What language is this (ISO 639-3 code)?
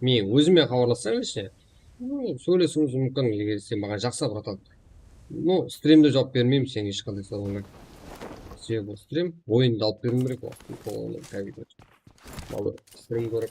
kaa